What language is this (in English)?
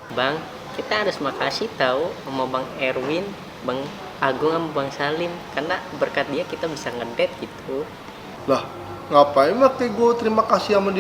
Betawi